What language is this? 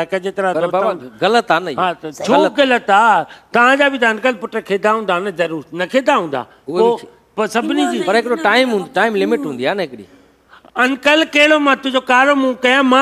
Sindhi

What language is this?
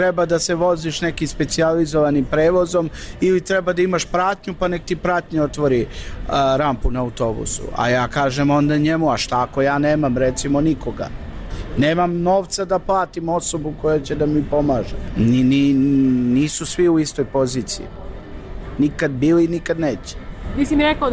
Serbian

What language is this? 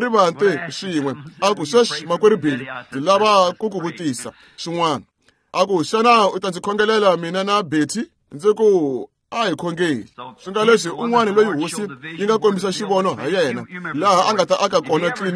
Tsonga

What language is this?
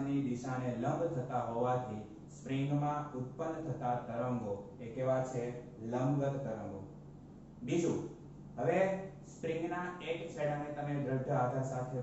Gujarati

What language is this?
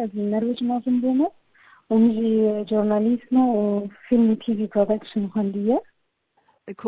Kurdish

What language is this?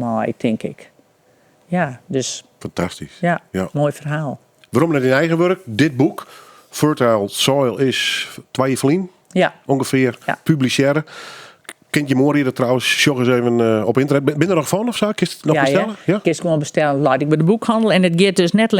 Western Frisian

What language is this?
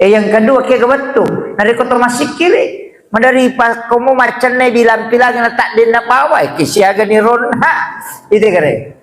Buginese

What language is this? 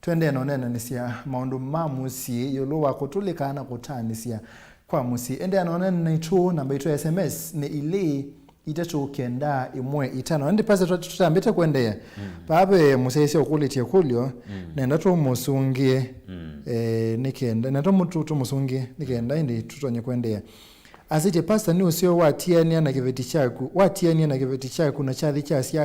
Kamba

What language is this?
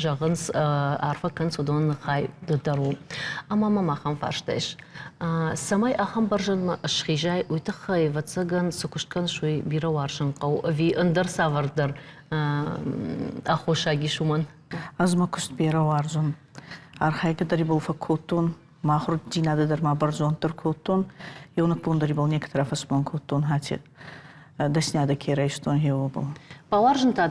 Ossetic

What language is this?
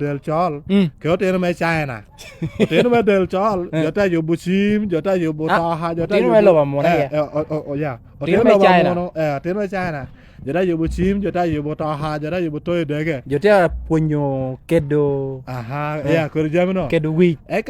Lango (Uganda)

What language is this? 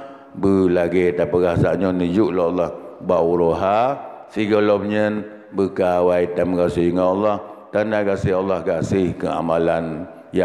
Achinese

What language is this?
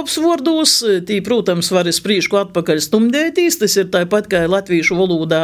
Latvian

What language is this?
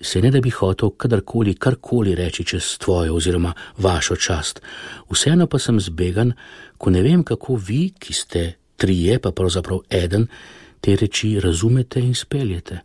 Slovenian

